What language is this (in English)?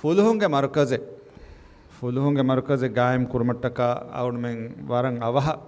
Divehi